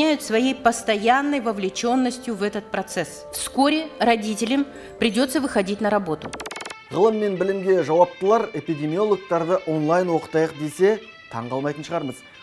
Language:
Kazakh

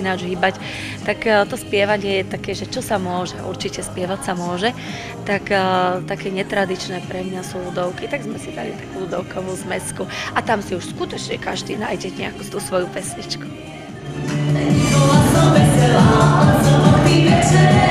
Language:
Slovak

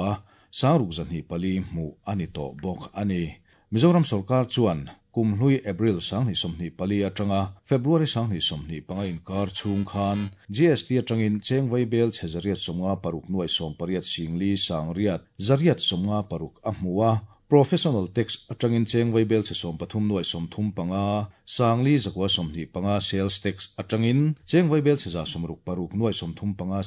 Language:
Mizo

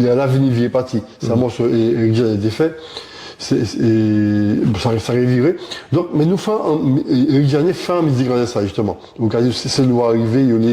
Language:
Guadeloupean Creole French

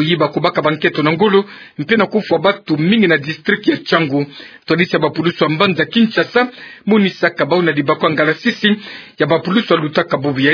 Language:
Kituba (Democratic Republic of Congo)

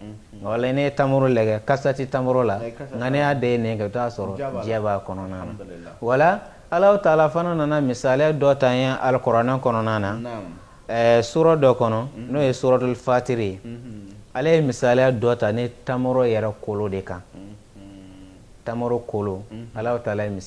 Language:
Bambara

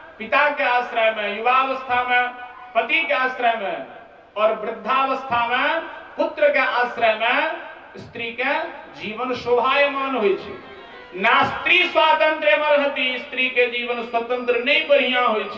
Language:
Maithili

